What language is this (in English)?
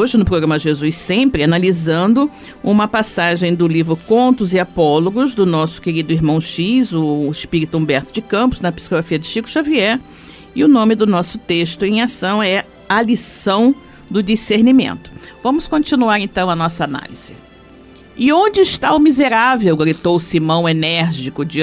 Portuguese